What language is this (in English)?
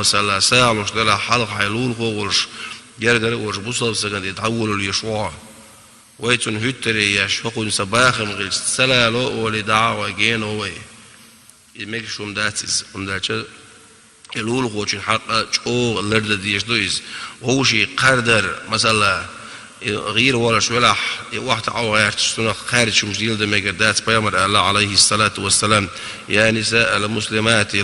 Chechen